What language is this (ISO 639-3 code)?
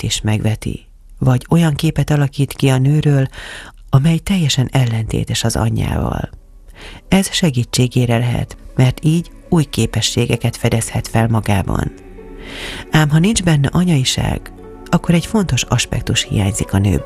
hun